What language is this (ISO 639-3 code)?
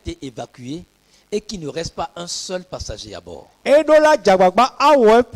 ewe